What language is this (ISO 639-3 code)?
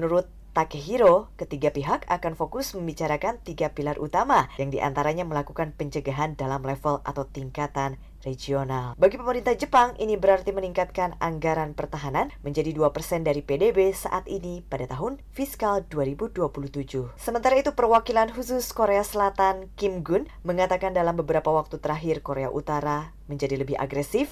ind